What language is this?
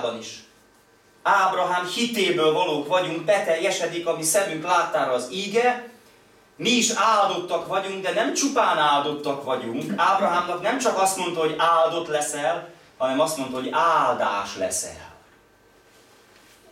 Hungarian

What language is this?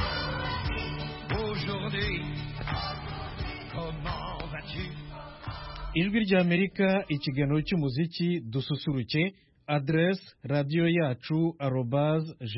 Kinyarwanda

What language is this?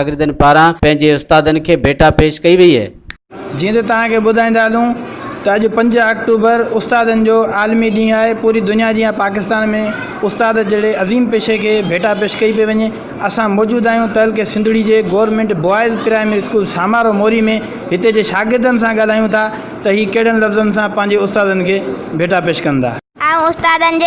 Sindhi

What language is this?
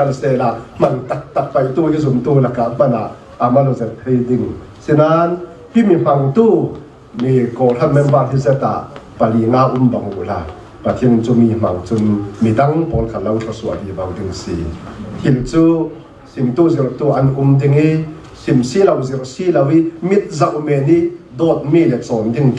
Falam Chin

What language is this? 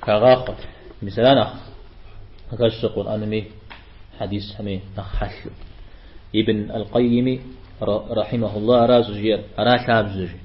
Kabardian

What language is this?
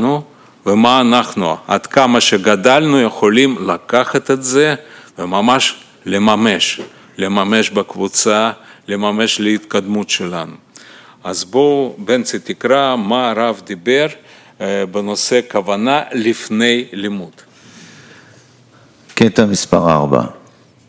Hebrew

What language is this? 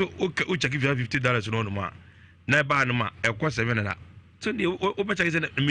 Akan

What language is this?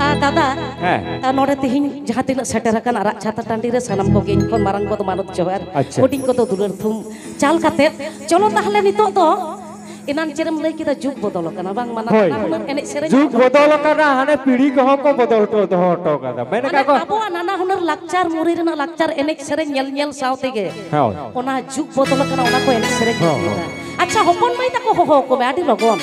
Santali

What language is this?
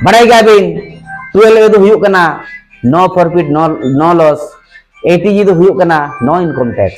Santali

